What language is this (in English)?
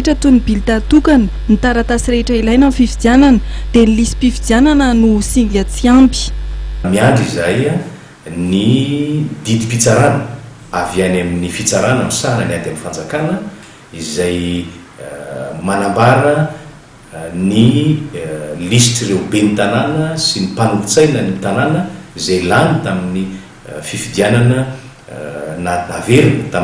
Malagasy